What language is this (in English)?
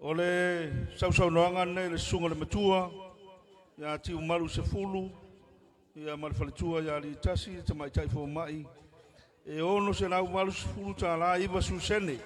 Samoan